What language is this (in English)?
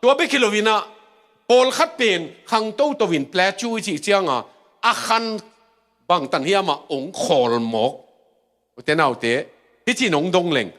Tedim Chin